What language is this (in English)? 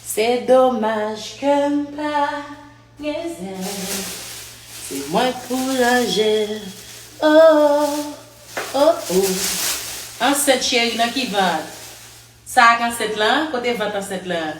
Haitian Creole